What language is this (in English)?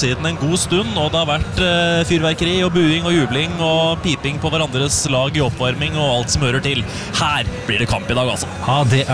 Norwegian